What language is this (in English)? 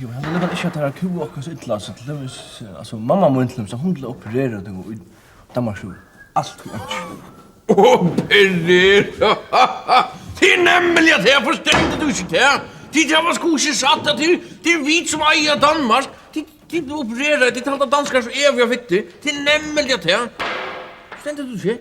Faroese